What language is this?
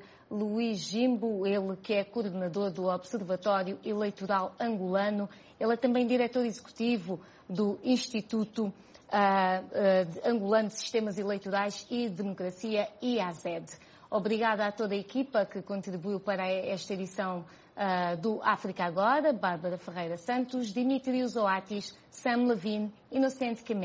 Portuguese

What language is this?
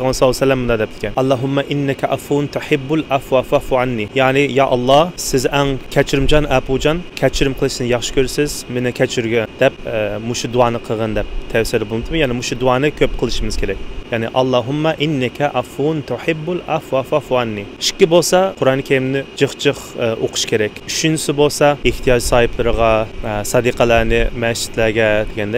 Uyghur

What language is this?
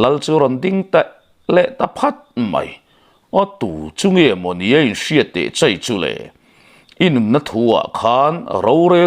Mizo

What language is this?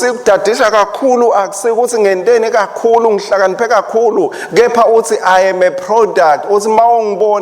Swati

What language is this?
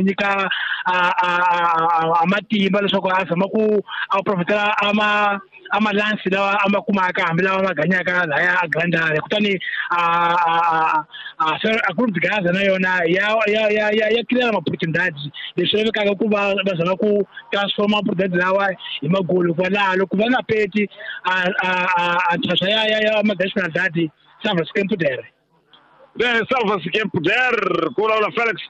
Tsonga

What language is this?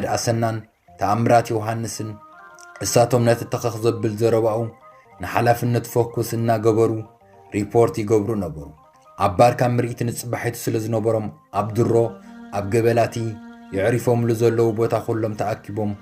Tigrinya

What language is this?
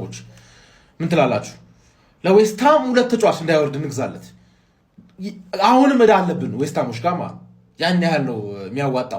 Amharic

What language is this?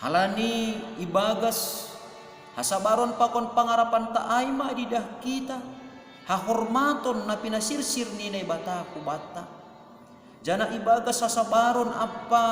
Batak Simalungun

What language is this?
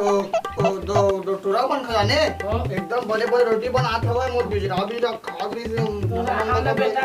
Chhattisgarhi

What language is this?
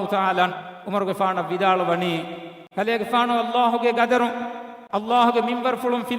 Divehi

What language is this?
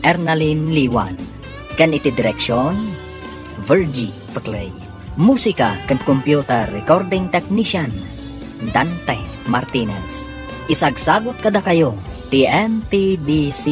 Iloko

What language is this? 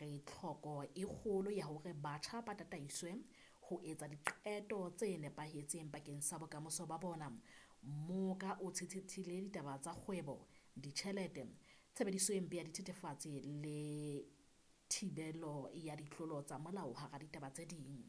Southern Sotho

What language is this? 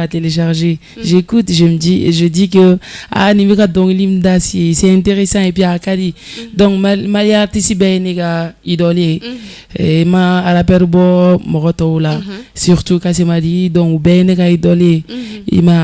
Bambara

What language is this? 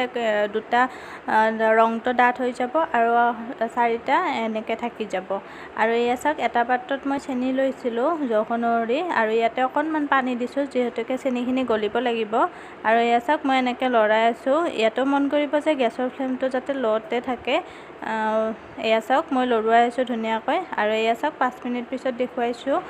Assamese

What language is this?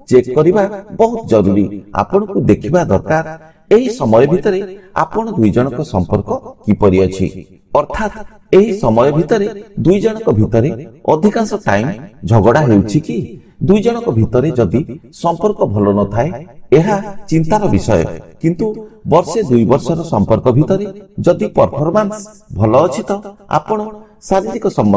Odia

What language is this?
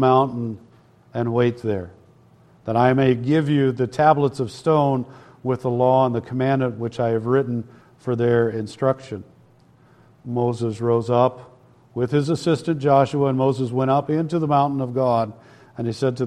English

